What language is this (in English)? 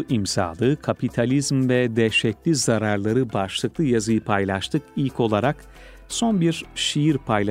Turkish